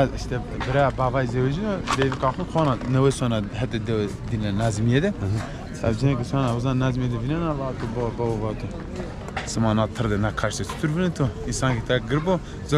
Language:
Zaza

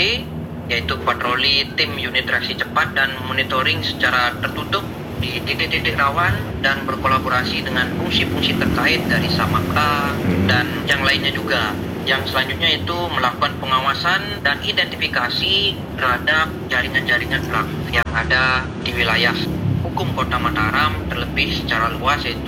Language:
Indonesian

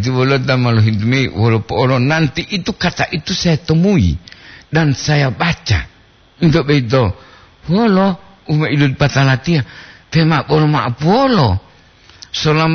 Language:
Gorontalo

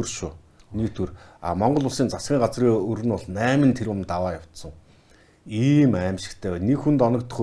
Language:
Mongolian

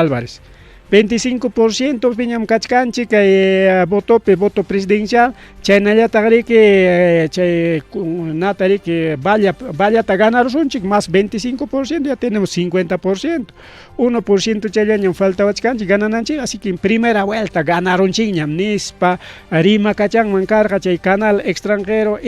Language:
Ayacucho Quechua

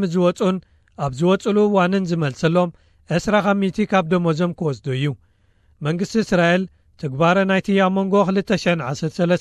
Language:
Tigrinya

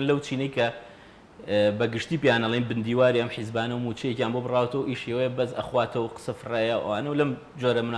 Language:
Central Kurdish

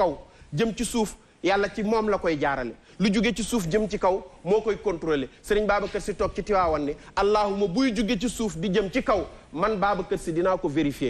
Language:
Wolof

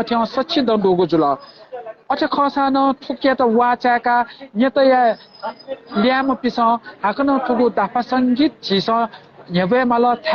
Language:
Newari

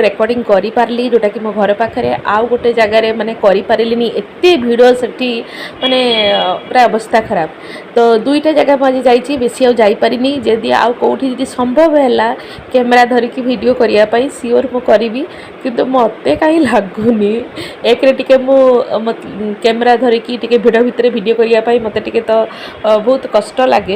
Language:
Odia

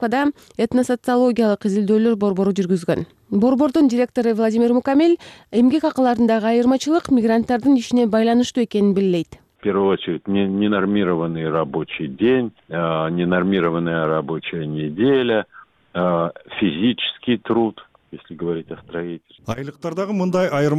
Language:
Kyrgyz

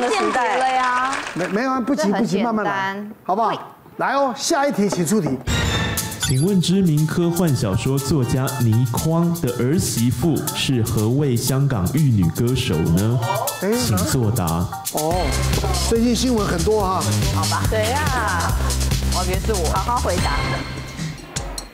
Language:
Chinese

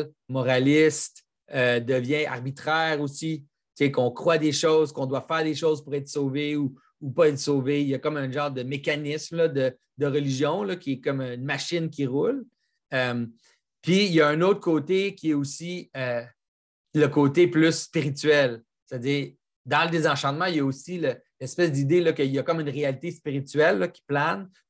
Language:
French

